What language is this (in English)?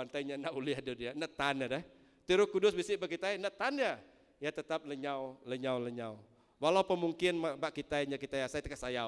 Iban